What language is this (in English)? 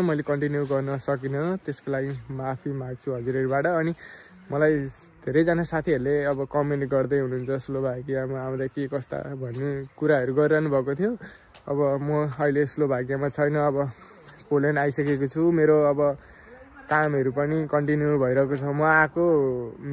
Nepali